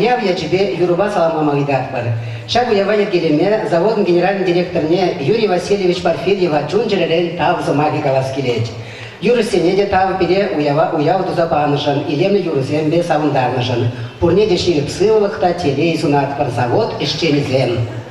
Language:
Chuvash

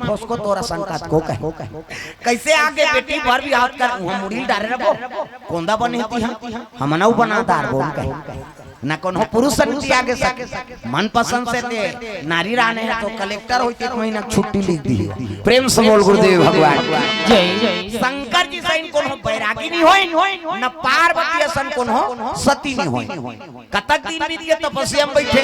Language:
Chhattisgarhi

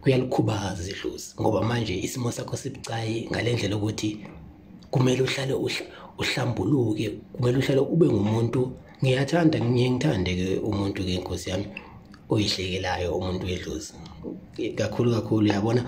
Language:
Zulu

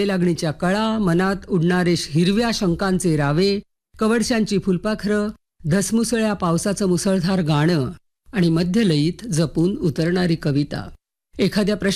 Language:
Marathi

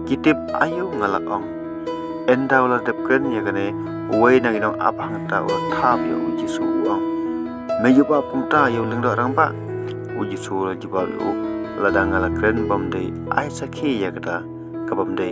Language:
Khasi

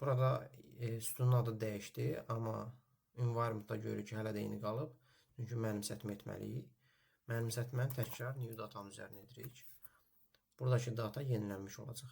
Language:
Azerbaijani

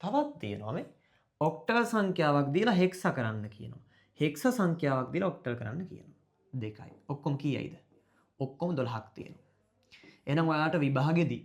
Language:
Sinhala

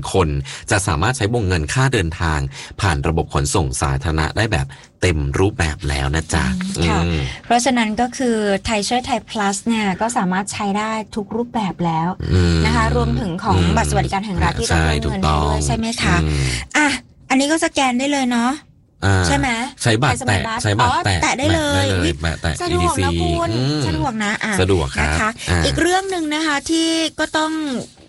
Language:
Thai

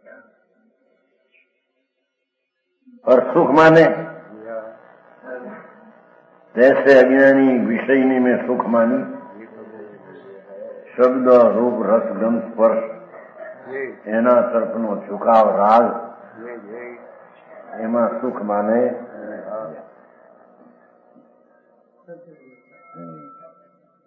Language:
Gujarati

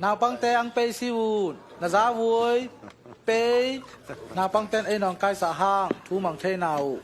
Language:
Tedim Chin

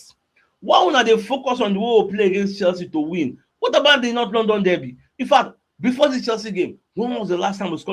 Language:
Nigerian Pidgin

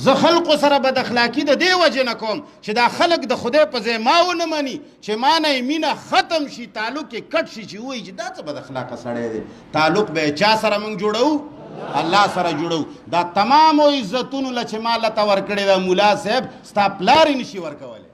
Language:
Pashto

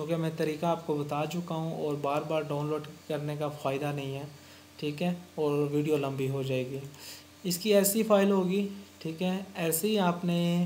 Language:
Hindi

